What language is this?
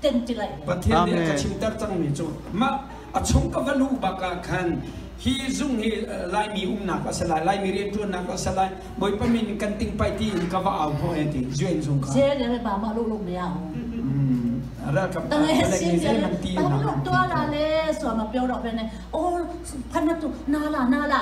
Hakha Chin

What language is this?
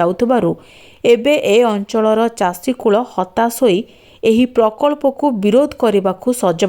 Odia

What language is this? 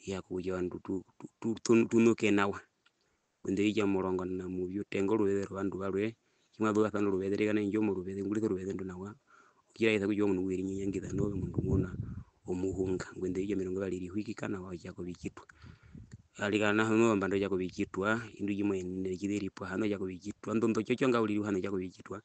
Herero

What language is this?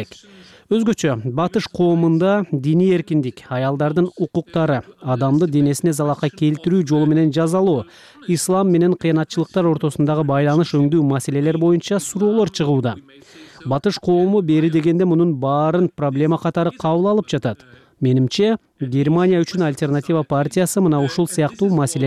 Kyrgyz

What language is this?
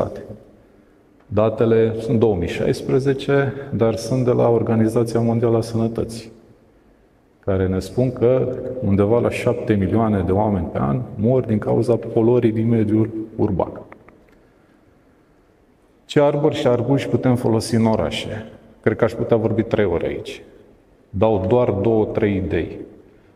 Romanian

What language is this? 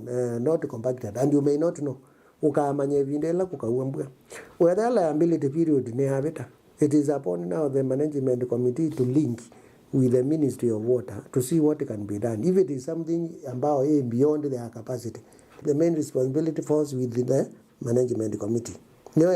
Kamba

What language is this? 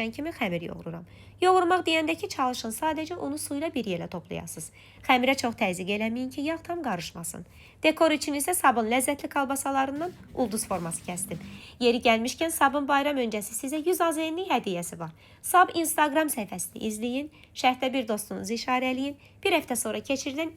Azerbaijani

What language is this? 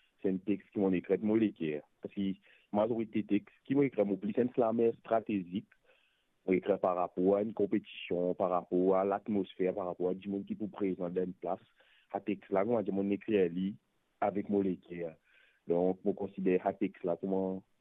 Morisyen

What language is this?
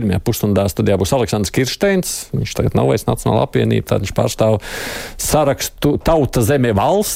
Latvian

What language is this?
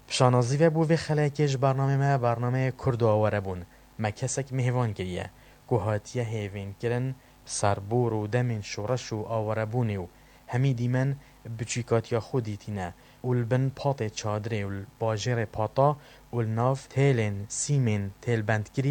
Kurdish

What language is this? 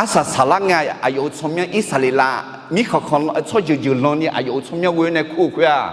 Akha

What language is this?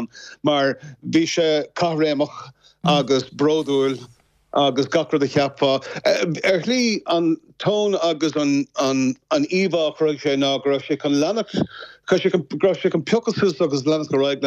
Irish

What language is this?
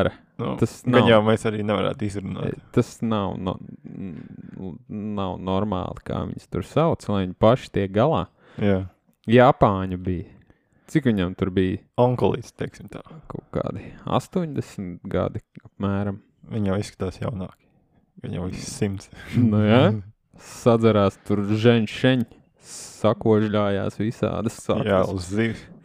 Latvian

